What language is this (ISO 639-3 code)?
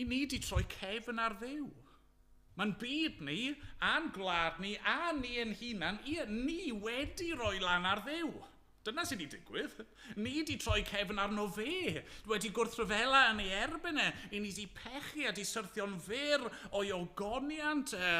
cym